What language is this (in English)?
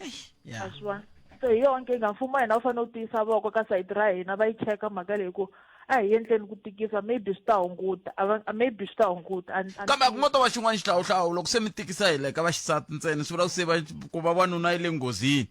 Tsonga